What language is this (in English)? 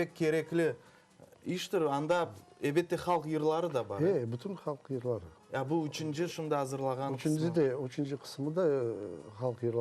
Crimean Tatar